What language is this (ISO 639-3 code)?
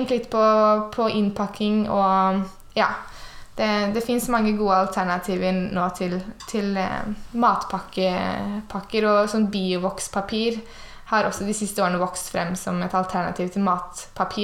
nor